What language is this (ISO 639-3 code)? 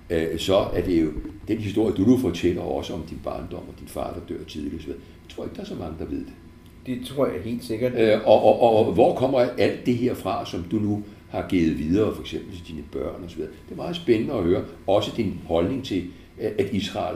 dan